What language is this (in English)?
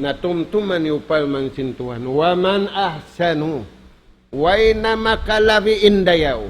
Tausug